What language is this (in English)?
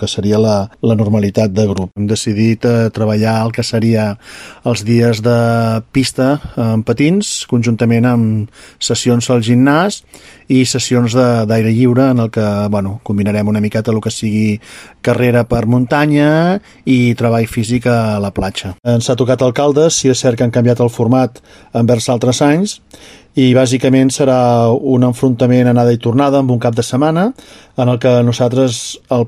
Catalan